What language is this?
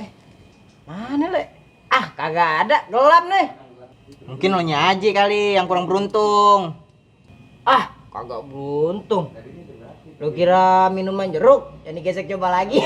Betawi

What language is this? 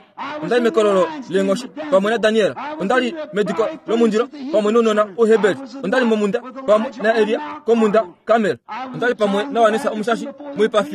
Kuanyama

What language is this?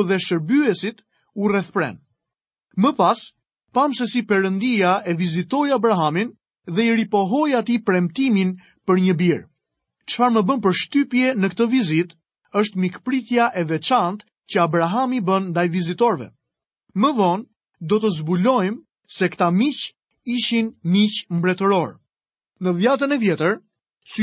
Albanian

